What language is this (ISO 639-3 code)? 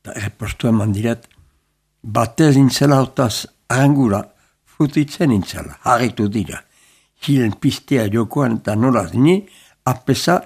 eus